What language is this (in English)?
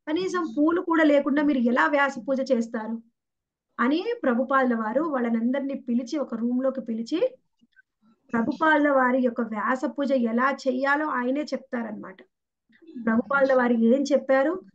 Telugu